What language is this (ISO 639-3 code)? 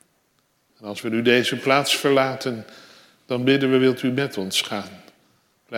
nld